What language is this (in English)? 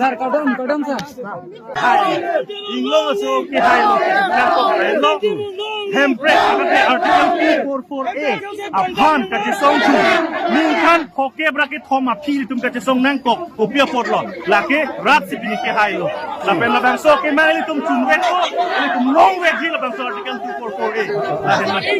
Karbi